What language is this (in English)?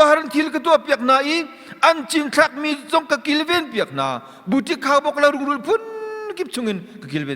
Hakha Chin